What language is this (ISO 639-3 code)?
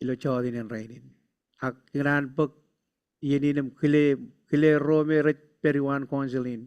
mah